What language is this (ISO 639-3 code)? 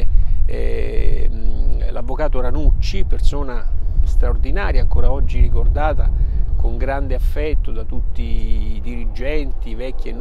ita